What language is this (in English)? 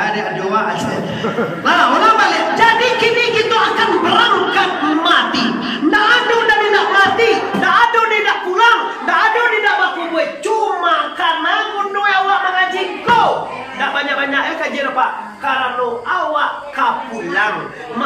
Minangkabau